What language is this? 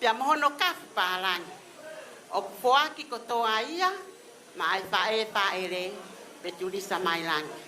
Tongan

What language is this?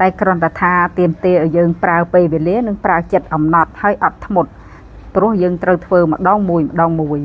Khmer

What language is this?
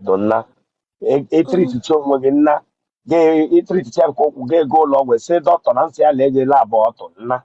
Igbo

